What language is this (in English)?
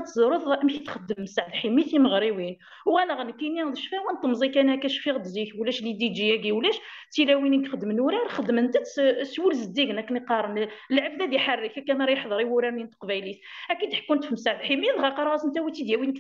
Kabyle